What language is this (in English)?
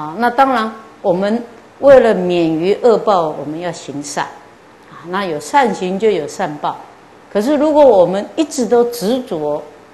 Chinese